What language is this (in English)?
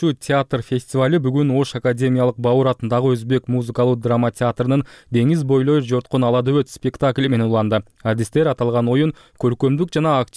Kyrgyz